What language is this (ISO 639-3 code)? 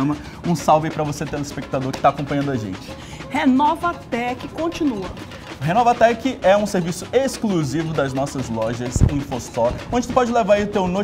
por